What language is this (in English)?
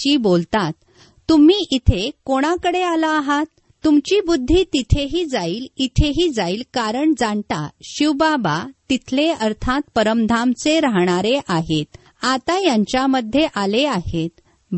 Marathi